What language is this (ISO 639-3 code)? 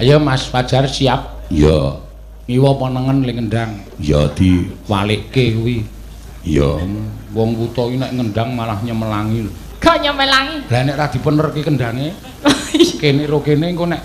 jav